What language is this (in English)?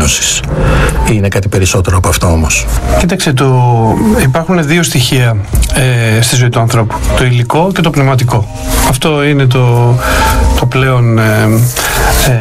Greek